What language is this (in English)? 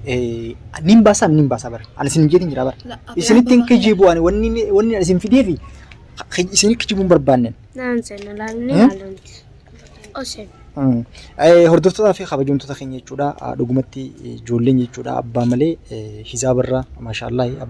Oromo